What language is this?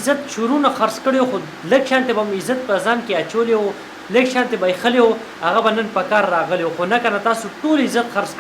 Pashto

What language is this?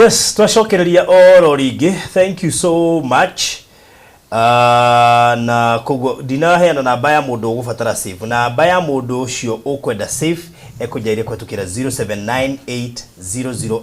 Kikuyu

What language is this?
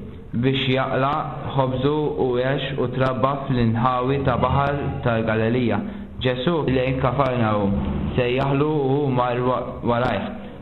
Maltese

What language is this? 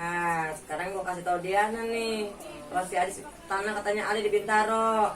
Betawi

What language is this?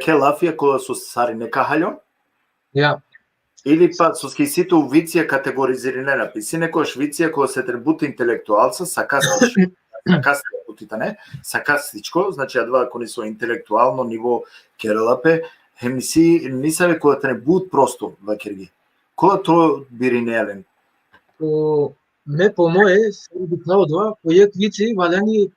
Balkan Romani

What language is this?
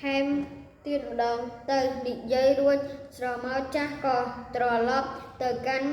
Khmer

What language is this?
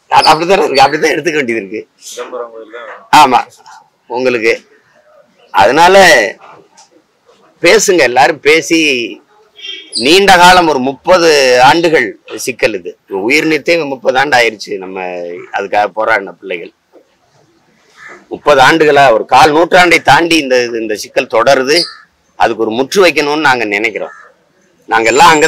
Tamil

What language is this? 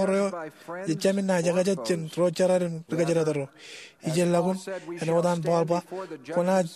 Marshallese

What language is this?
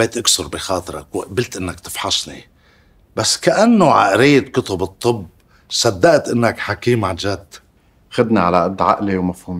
North Levantine Arabic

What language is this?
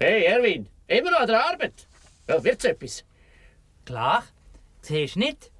Swiss German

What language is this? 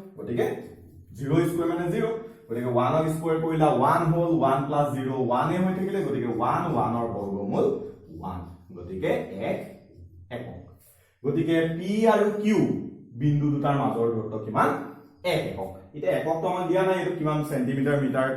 Assamese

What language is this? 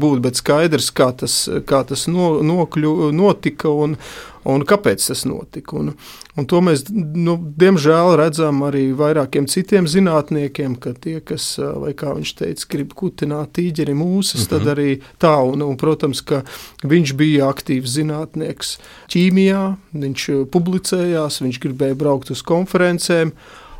Latvian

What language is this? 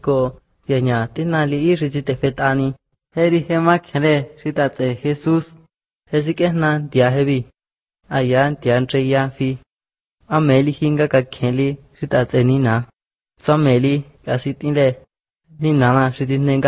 Latvian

